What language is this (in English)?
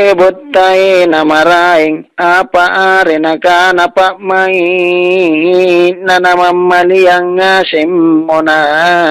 Makasar